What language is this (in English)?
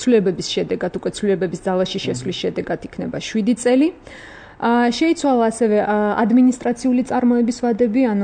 Georgian